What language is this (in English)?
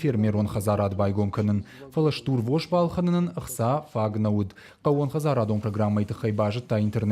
Ossetic